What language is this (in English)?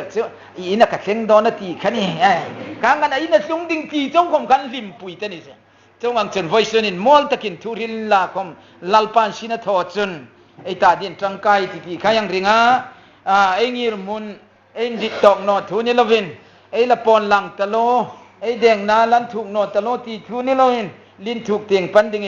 Hmar